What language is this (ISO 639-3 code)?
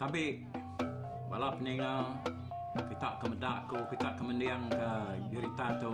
iba